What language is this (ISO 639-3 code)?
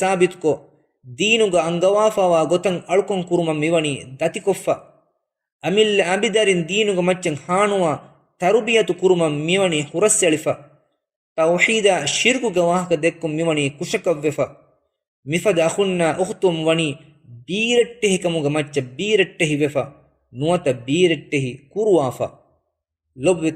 div